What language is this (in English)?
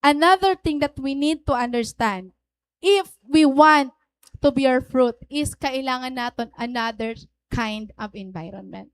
Waray